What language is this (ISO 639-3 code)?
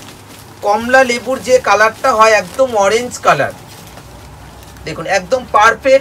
ben